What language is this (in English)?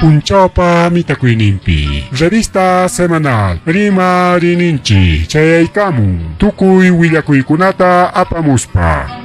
Ayacucho Quechua